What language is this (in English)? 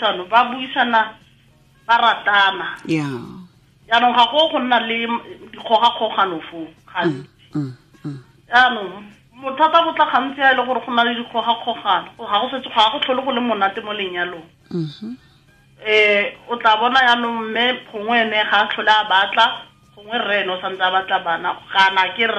Tswana